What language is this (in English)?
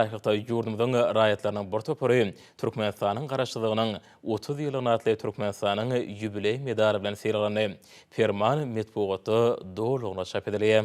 Turkmen